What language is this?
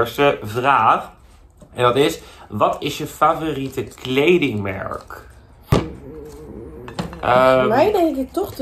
Dutch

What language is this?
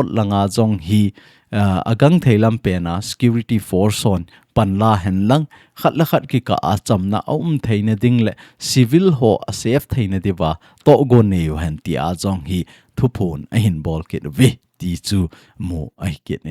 Thado Chin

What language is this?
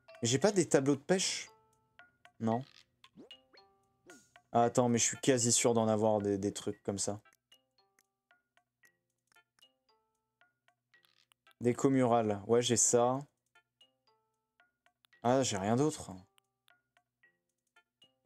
French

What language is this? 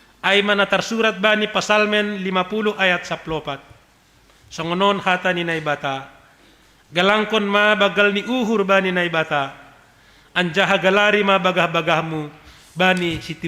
Batak Simalungun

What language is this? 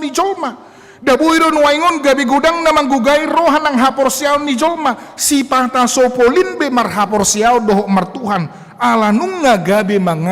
Batak Toba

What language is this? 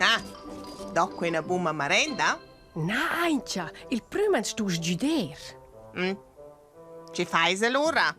Romansh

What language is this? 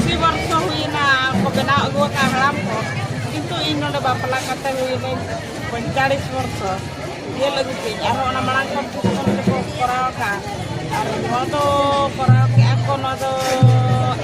Santali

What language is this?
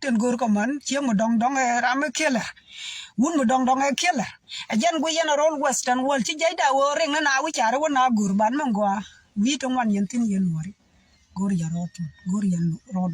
Nuer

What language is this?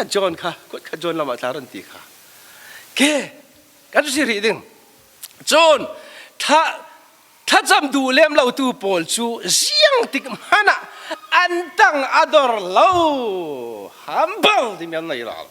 Falam Chin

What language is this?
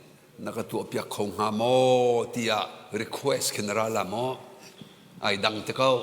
Hakha Chin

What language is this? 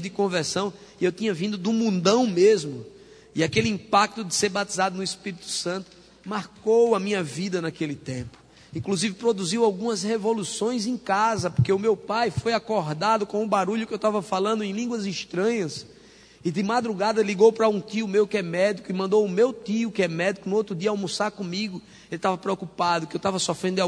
Portuguese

